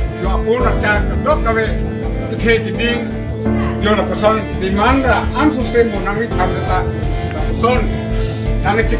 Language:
Karbi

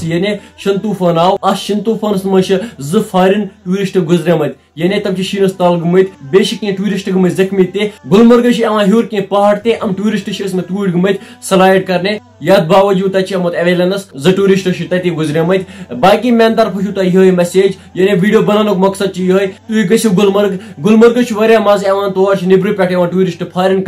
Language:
Kashmiri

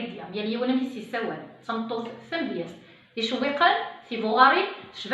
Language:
Kabyle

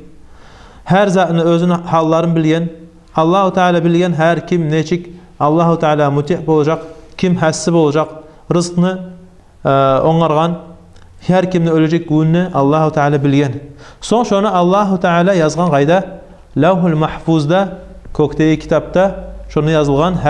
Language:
Kumyk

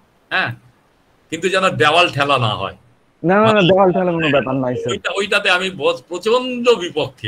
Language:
Bangla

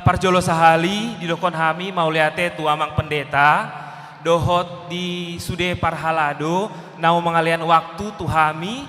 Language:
Batak Toba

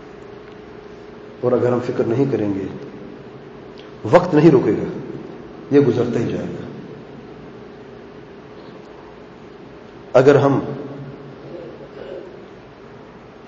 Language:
Urdu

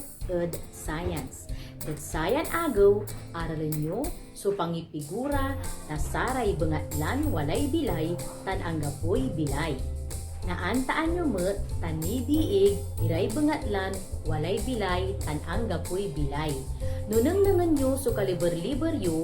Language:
Pangasinan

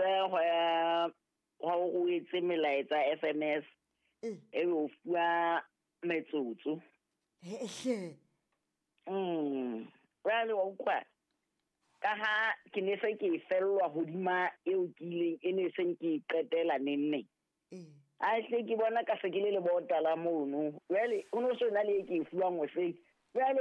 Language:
Southern Sotho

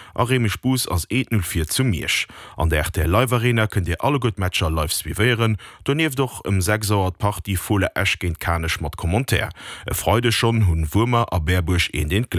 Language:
Luxembourgish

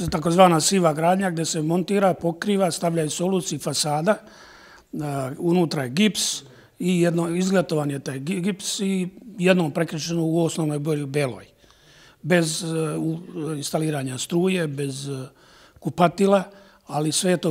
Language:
Serbian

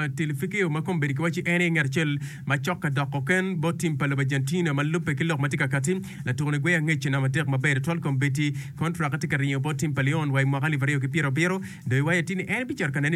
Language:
Acoli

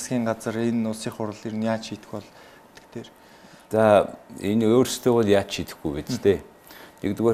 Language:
Mongolian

